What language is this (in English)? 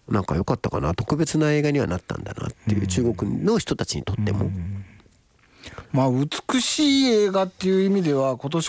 Japanese